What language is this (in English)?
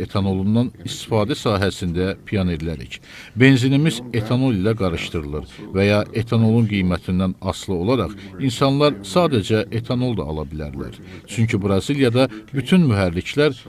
Azerbaijani